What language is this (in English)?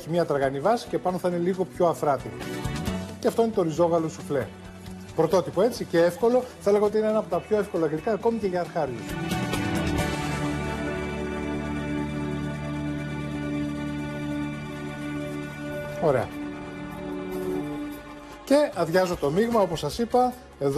Greek